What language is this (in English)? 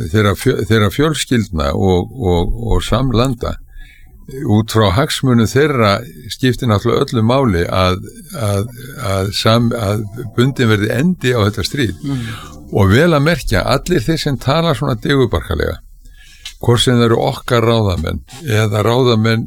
Icelandic